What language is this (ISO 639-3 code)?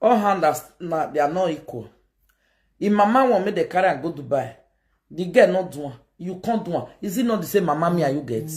pcm